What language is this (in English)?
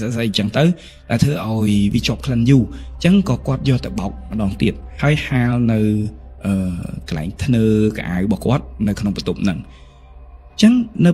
Khmer